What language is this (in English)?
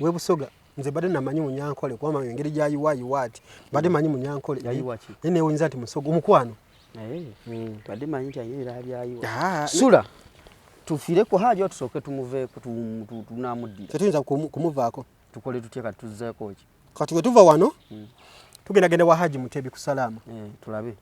Ganda